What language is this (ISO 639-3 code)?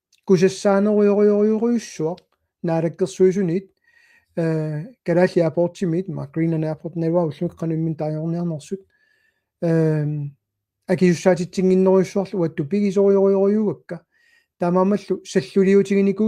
kal